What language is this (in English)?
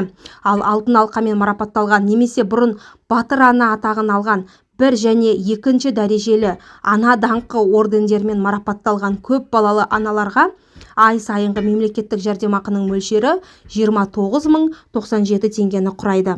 Kazakh